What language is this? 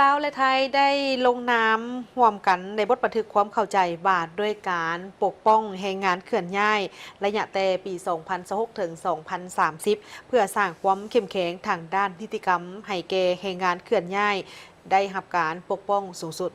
Lao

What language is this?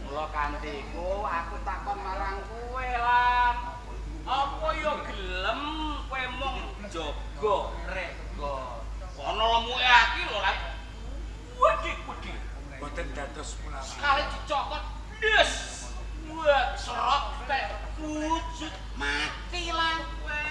Javanese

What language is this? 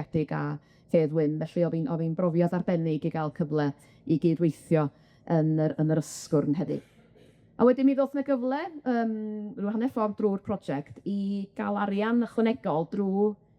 Welsh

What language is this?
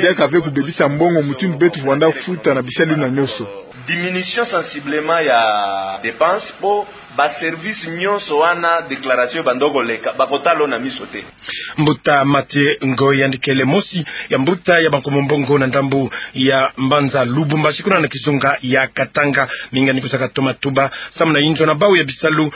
Kituba (Democratic Republic of Congo)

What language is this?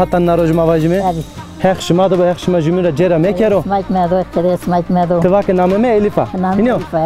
Zaza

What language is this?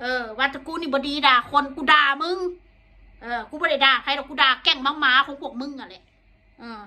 Northeastern Thai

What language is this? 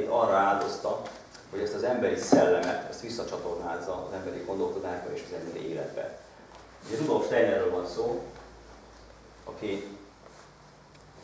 Hungarian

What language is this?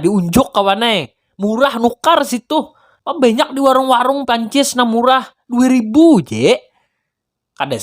Banjar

